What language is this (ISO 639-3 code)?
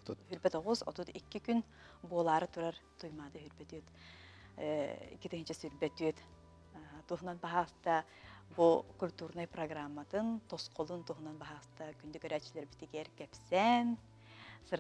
sah